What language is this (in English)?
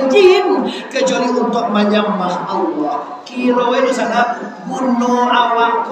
Minangkabau